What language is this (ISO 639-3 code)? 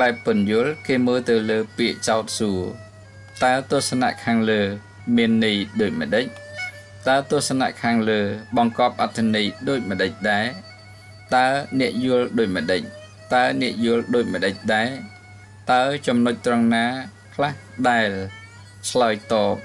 khm